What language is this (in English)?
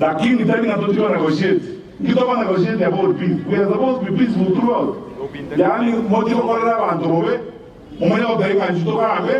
Gusii